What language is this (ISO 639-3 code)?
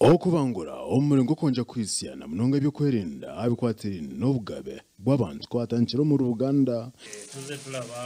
nyn